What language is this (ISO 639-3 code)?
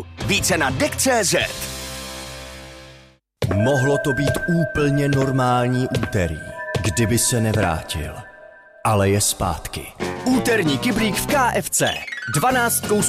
ces